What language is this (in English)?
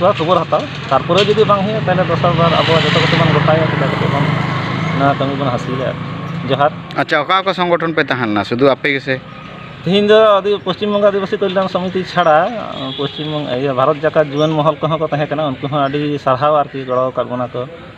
Santali